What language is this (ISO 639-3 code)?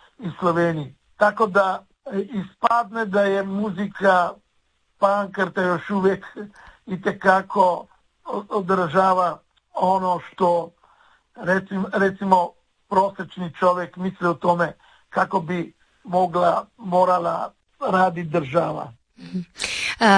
hrv